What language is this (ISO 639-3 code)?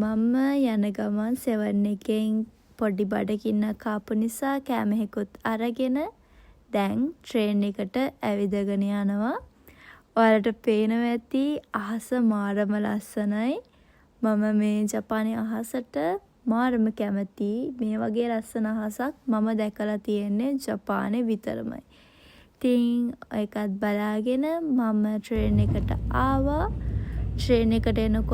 sin